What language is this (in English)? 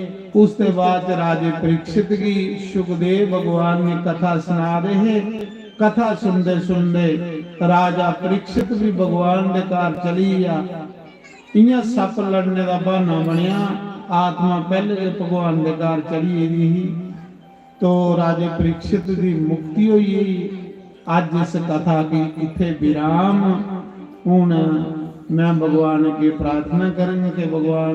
Dogri